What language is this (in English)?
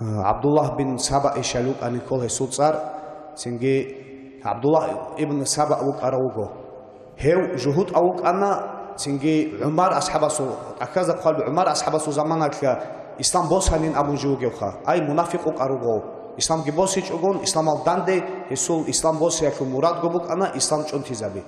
Avaric